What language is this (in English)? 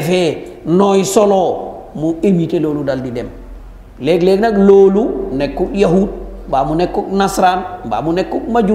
Wolof